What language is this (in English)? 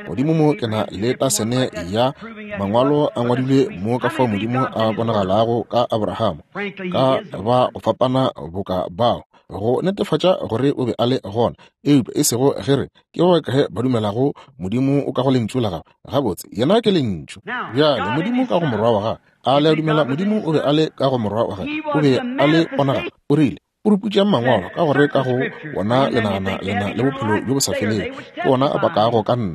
Northern Sotho